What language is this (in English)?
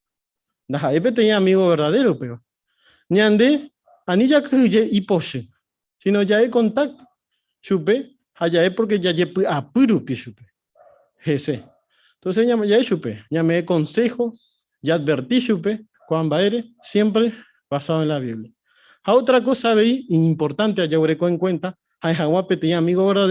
Guarani